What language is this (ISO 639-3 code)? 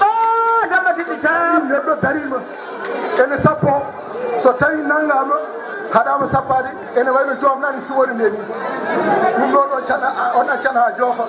ful